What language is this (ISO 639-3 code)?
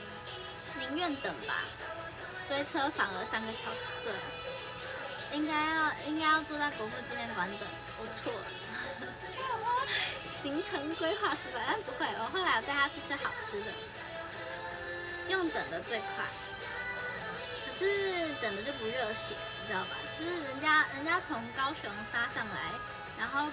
zho